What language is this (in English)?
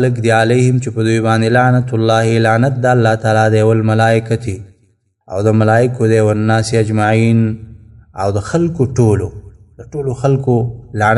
Pashto